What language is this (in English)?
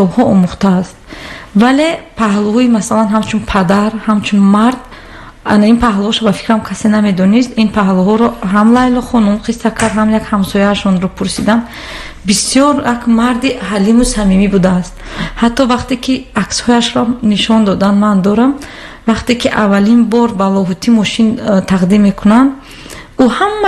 Tajik